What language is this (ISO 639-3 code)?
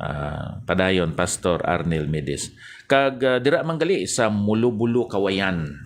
hil